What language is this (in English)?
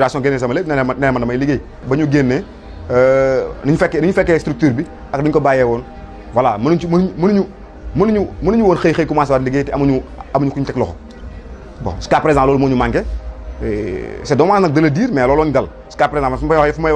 Wolof